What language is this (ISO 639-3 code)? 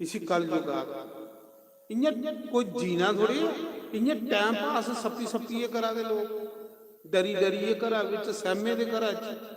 doi